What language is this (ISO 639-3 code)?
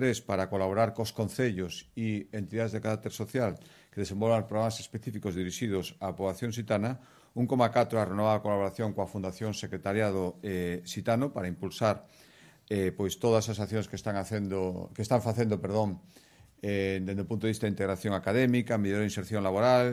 glg